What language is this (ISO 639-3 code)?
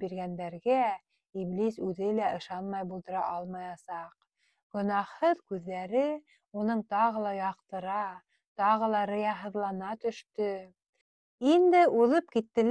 bak